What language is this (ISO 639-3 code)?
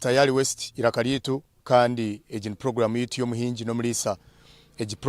nyn